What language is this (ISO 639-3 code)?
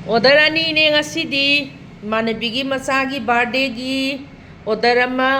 mni